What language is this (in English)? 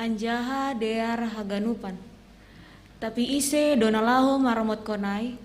Batak Simalungun